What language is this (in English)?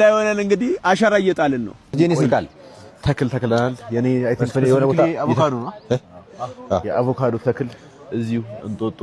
Amharic